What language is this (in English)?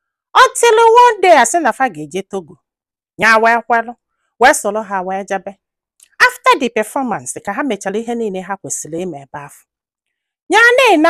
Igbo